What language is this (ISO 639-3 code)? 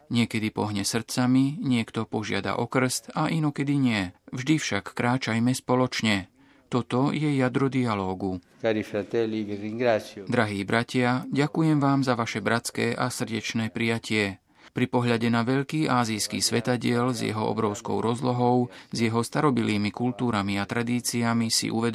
slk